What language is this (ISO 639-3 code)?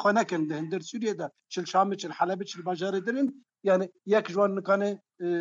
kur